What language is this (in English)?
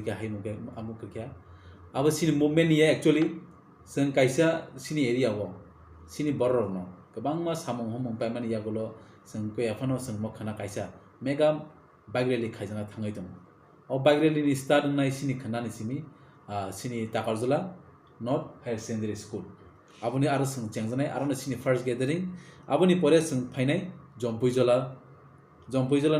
Kok Borok